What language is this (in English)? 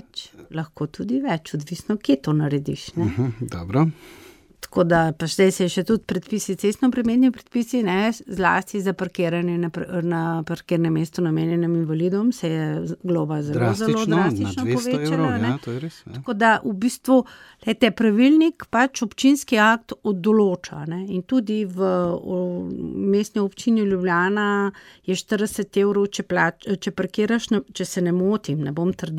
Slovenian